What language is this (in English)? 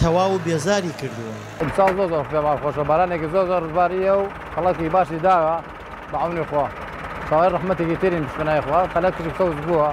Central Kurdish